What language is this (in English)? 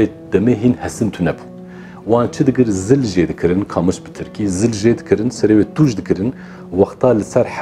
Kurdish